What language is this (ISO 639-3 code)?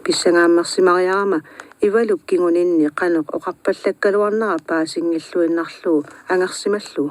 kal